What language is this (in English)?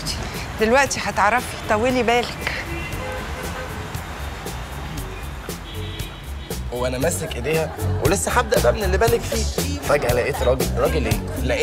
Egyptian Arabic